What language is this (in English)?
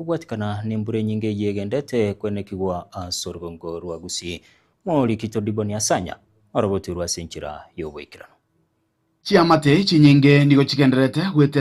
Gusii